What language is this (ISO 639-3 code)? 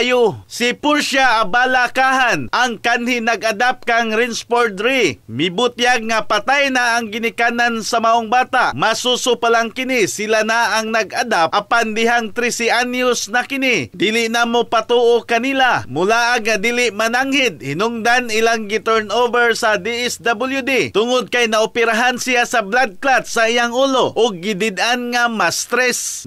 ceb